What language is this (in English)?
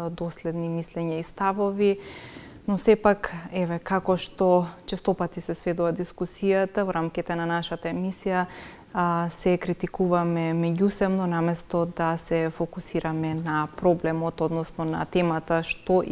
Macedonian